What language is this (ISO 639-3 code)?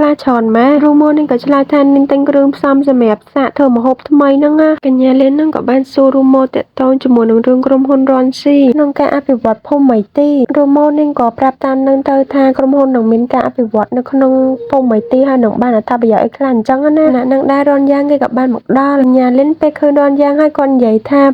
khm